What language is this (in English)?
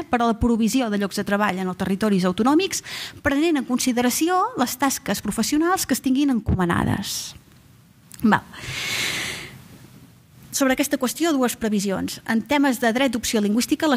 Catalan